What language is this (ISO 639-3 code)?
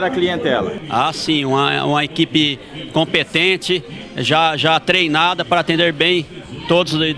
por